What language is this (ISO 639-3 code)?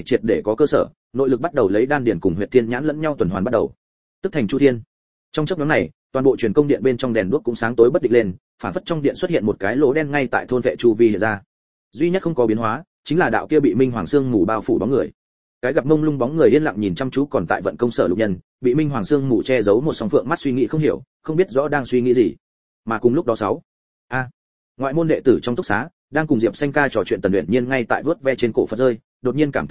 vie